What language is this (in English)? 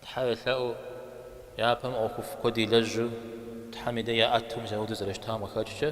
Kabardian